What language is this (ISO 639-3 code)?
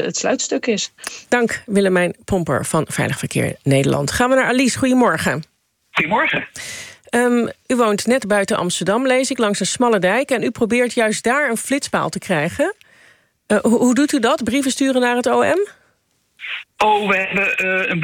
nld